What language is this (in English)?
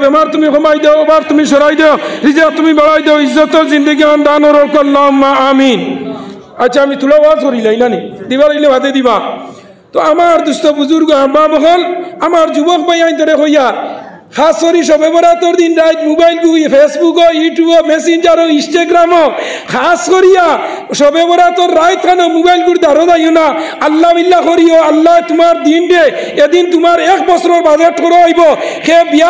Sylheti